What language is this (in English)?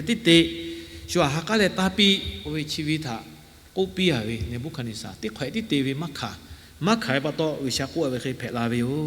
Lahu